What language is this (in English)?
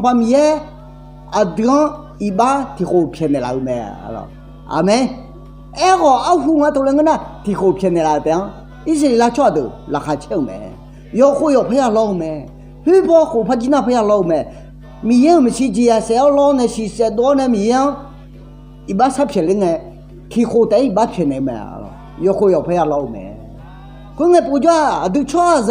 Akha